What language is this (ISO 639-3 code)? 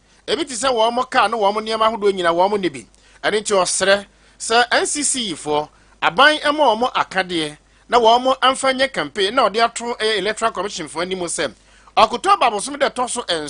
aka